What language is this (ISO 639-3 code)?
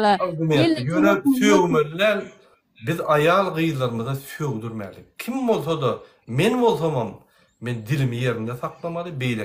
tuk